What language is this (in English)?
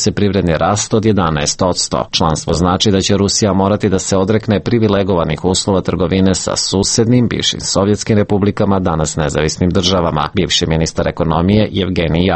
Serbian